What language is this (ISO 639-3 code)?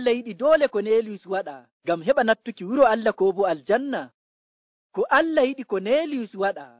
fuv